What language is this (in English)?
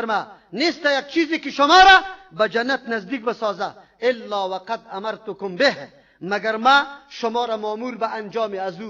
Persian